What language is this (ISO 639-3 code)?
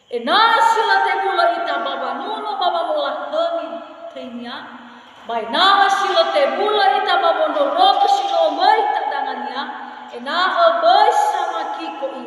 nia